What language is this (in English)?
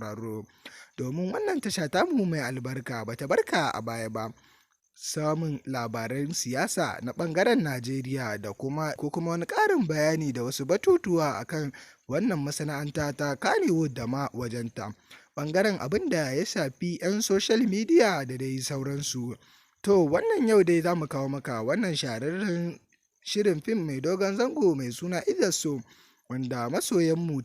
Hausa